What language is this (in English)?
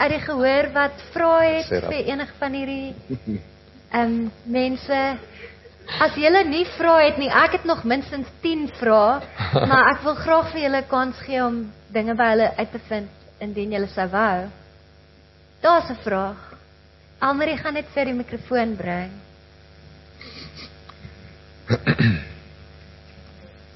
Afrikaans